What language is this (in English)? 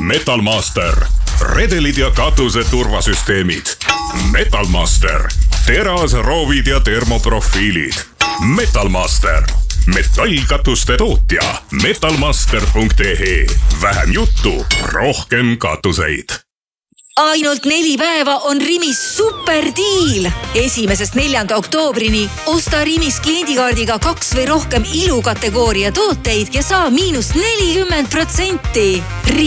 Estonian